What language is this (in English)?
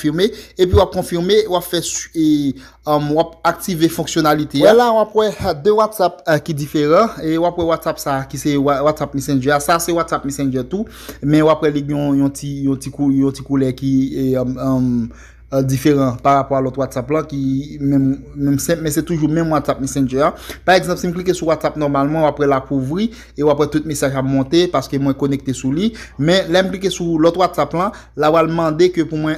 Haitian Creole